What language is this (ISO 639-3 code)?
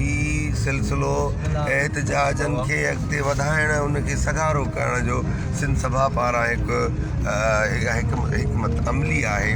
snd